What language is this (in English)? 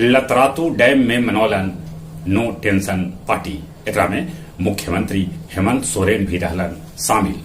Magahi